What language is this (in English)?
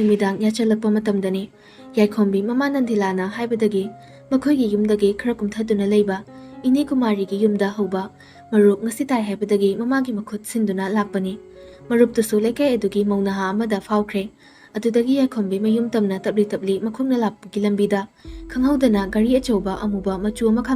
Manipuri